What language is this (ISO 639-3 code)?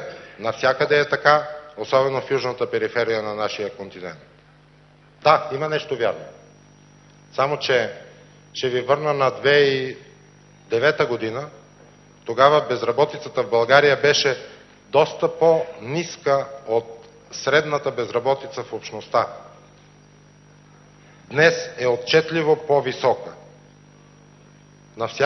bul